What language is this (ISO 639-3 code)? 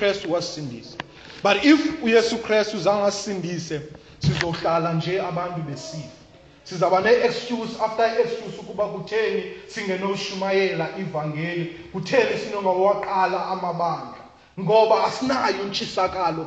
xho